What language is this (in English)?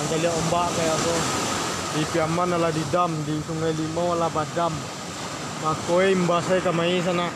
Minangkabau